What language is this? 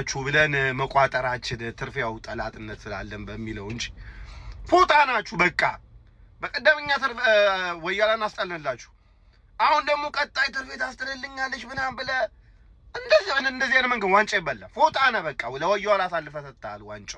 Amharic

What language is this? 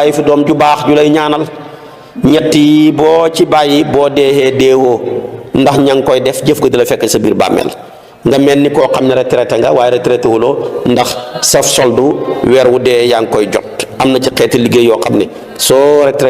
Wolof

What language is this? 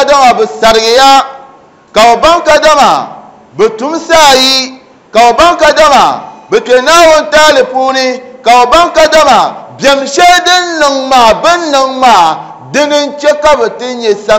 Dagbani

